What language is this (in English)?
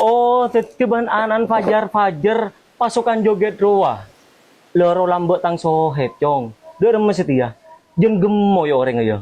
Madurese